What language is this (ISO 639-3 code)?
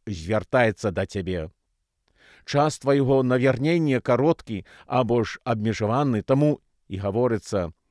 bel